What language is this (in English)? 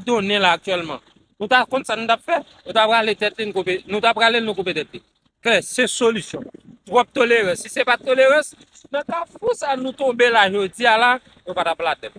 Haitian Creole